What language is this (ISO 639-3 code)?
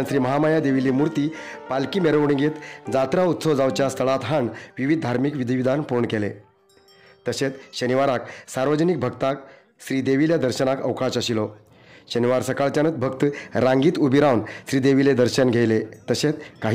kok